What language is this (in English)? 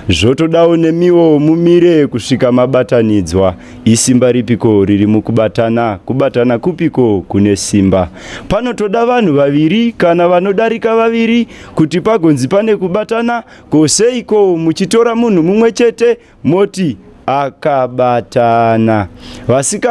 Shona